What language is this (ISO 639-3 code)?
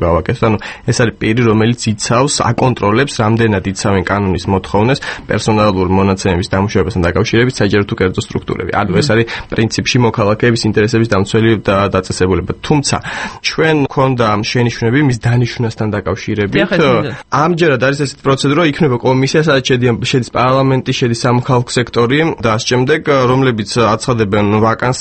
kat